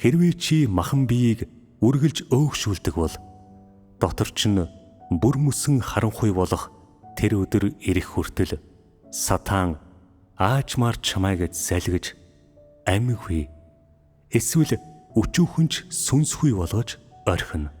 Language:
Mongolian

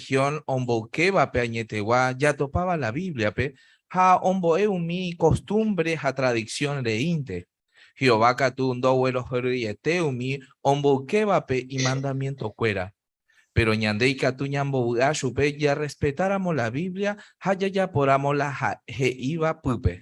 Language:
Guarani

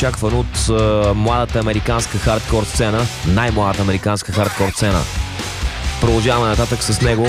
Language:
Bulgarian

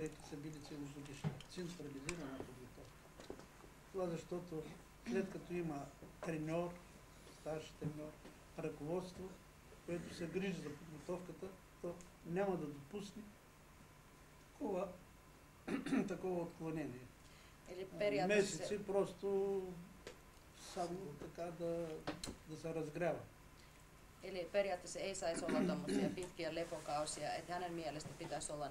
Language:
Bulgarian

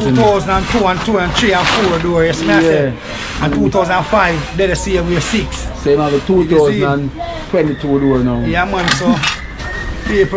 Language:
Jamaican Creole English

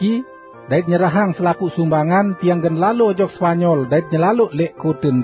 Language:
Sasak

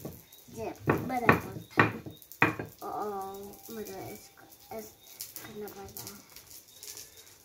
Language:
Hindi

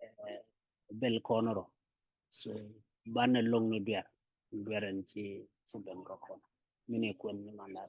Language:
Nuer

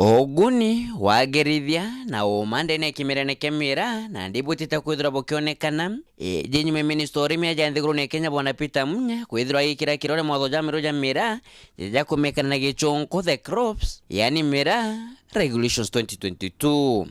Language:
Meru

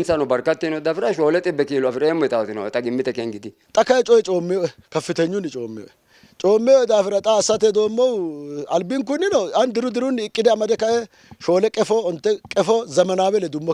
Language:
Sidamo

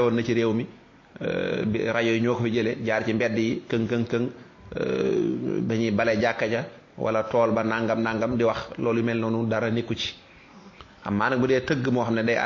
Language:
Wolof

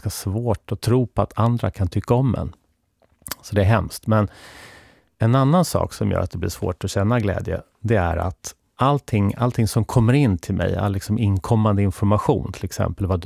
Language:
Swedish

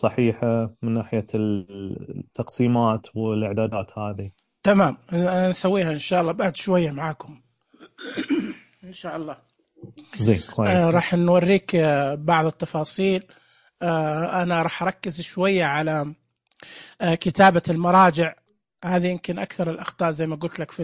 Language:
Najdi Arabic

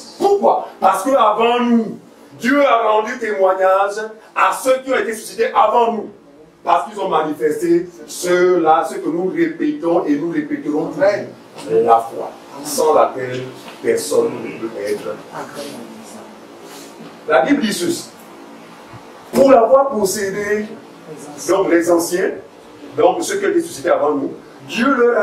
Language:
French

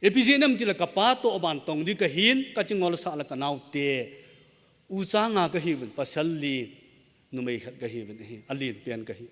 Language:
Thado Chin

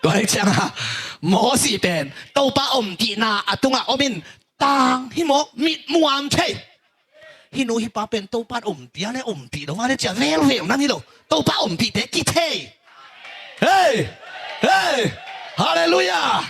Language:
Tedim Chin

